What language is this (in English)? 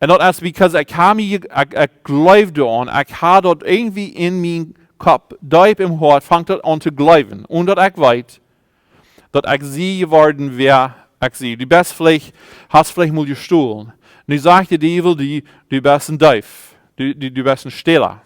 Plautdietsch